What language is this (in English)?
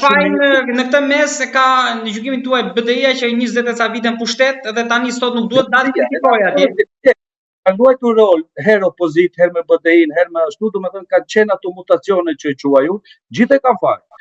Albanian